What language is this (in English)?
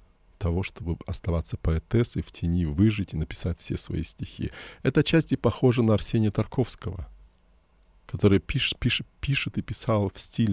Russian